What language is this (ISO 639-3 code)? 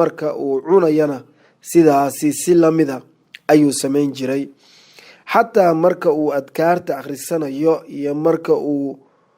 som